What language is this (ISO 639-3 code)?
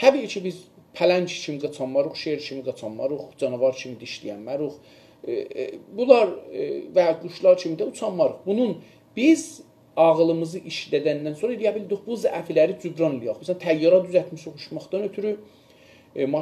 azb